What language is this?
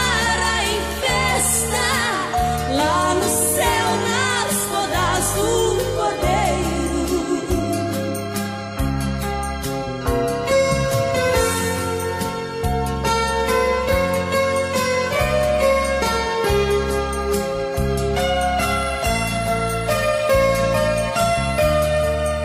Portuguese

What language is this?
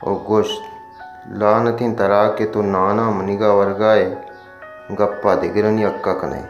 Baluchi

